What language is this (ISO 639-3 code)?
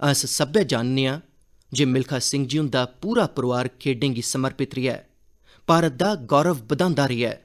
doi